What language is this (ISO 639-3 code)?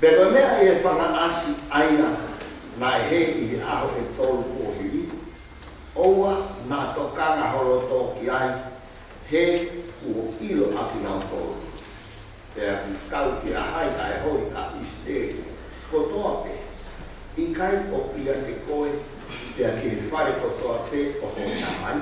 ton